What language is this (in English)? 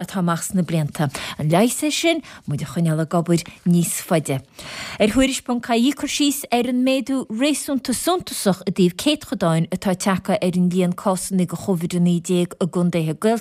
Irish